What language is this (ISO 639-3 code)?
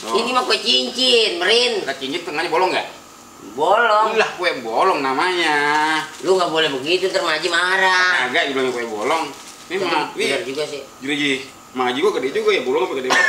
bew